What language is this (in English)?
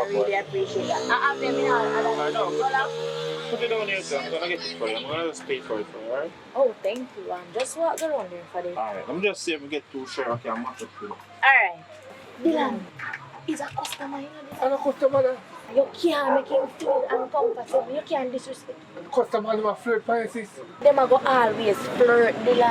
Jamaican Creole English